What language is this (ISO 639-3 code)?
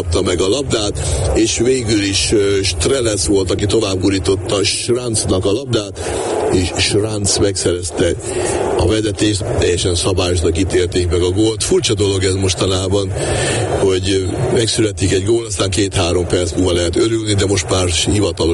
hun